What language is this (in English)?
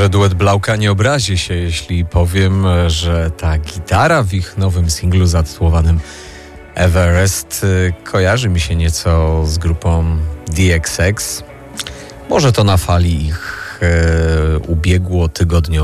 Polish